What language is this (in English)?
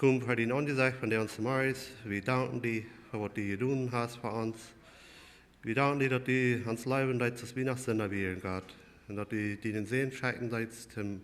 Plautdietsch